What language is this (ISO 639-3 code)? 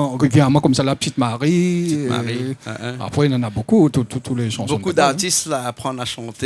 rcf